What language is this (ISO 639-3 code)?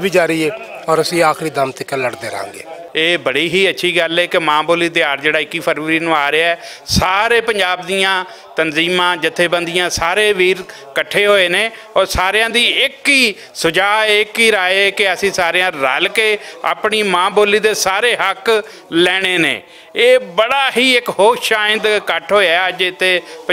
lah